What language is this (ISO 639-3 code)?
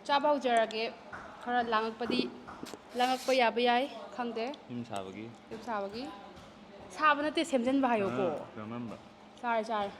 mni